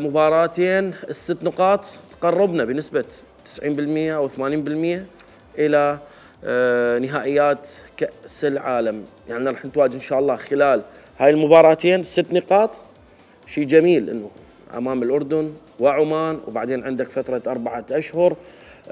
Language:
Mesopotamian Arabic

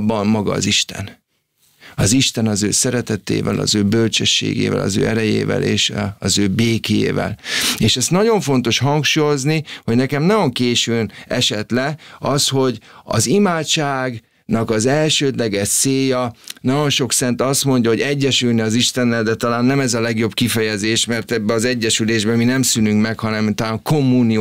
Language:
Hungarian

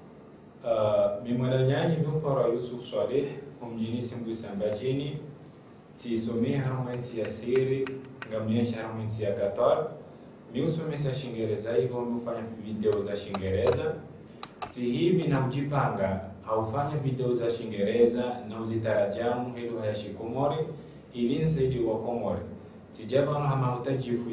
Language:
Ngazidja Comorian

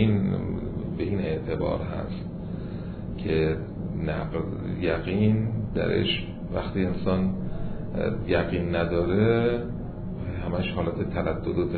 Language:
Persian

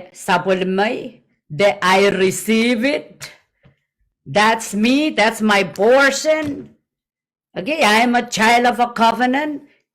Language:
Pohnpeian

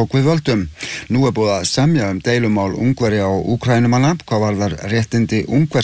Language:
Icelandic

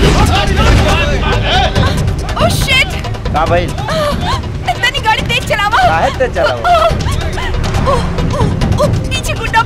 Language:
Bhojpuri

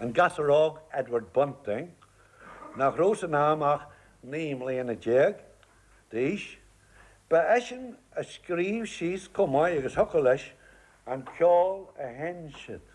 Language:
Irish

